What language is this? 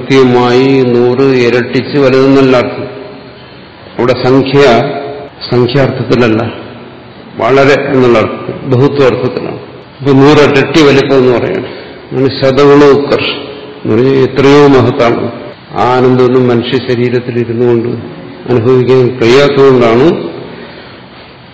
Malayalam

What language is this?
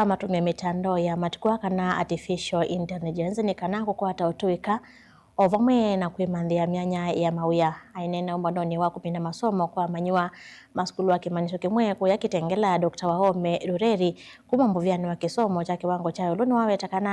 Kamba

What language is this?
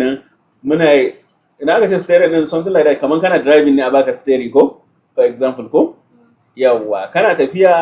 Hausa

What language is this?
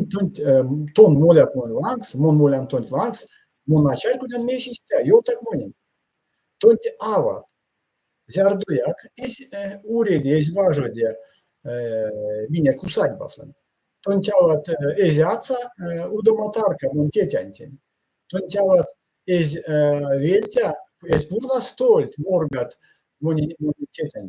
Erzya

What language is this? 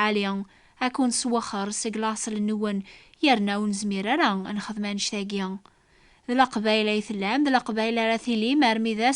Kabyle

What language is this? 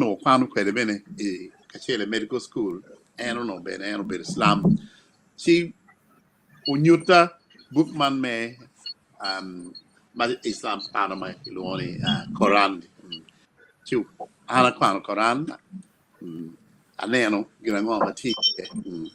Acoli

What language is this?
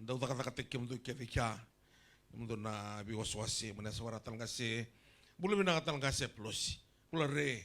Fijian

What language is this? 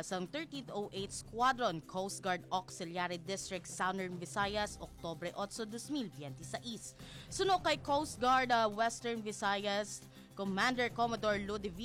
Hiligaynon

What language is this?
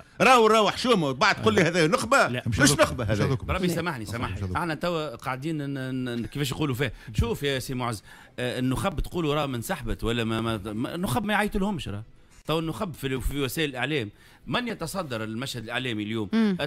Tunisian Arabic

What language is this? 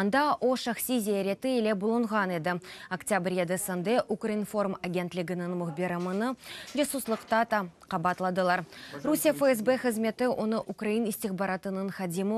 Crimean Tatar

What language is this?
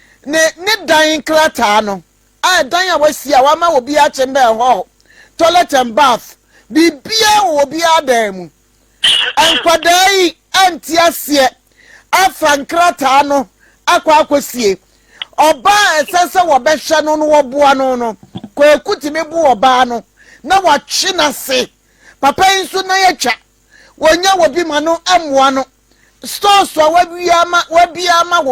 Akan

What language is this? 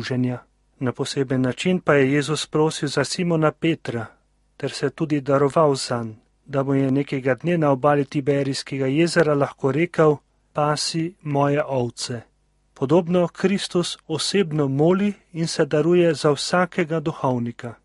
Slovenian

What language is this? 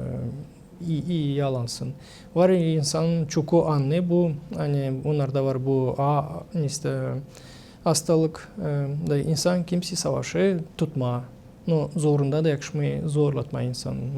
Gagauz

